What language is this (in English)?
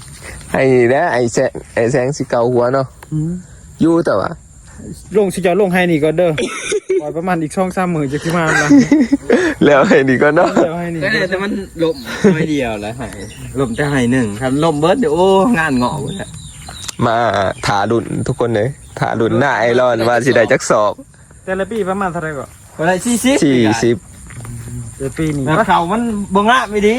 Northeastern Thai